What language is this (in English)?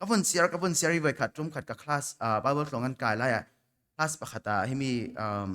Falam Chin